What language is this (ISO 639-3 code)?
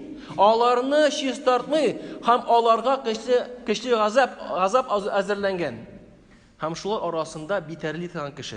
tat